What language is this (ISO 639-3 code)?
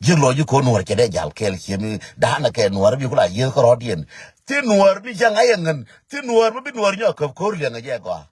nus